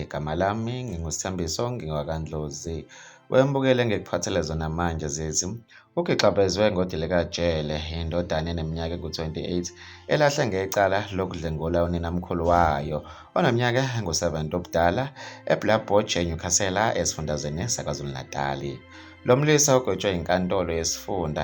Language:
Zulu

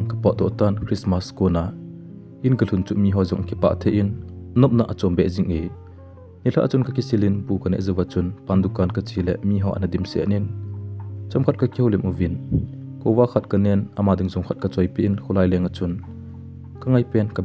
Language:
Thado Chin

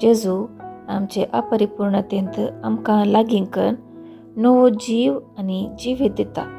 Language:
Konkani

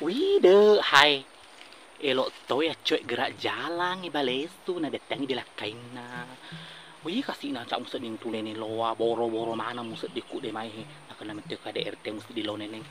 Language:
Buginese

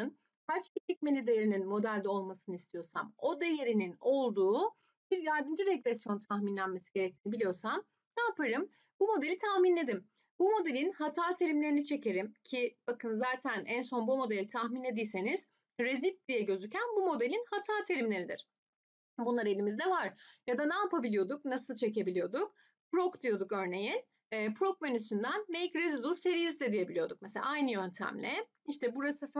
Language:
Turkish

